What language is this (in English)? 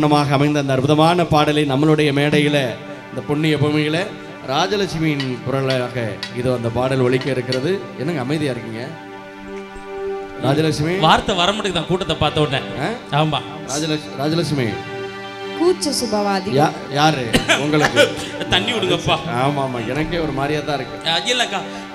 Tamil